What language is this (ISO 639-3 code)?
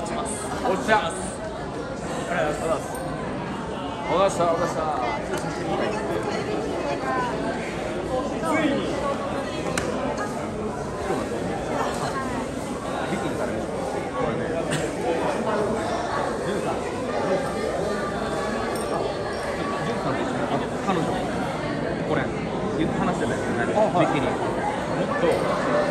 jpn